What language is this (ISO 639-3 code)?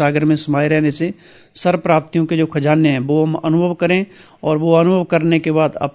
hin